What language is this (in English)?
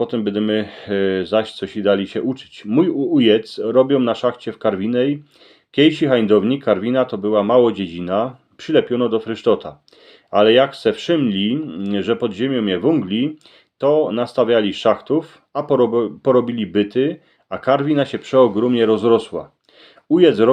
Silesian